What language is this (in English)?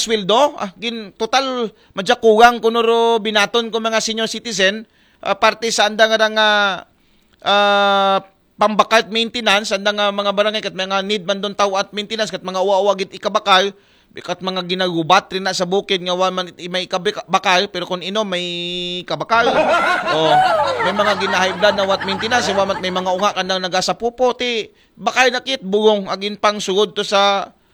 Aklanon